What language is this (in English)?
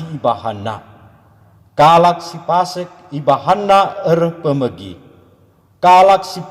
Batak Karo